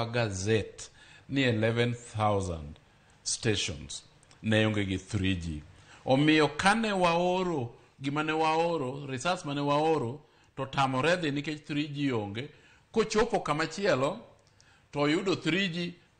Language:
Luo (Kenya and Tanzania)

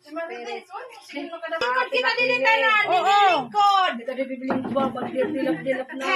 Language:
Waray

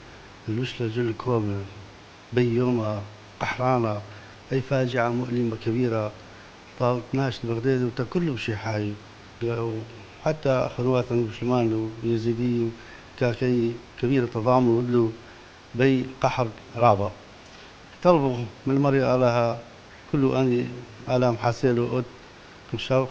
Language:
Assyrian Neo-Aramaic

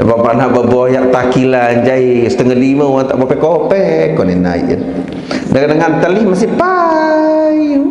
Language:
Sasak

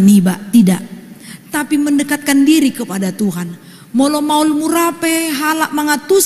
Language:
Batak Toba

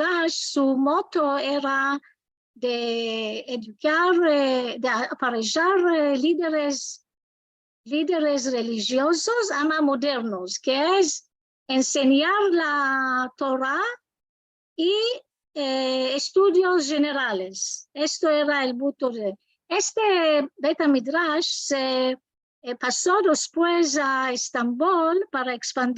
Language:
Ladino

